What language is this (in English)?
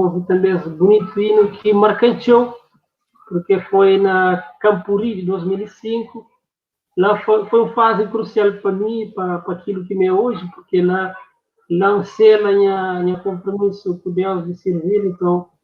Kabuverdianu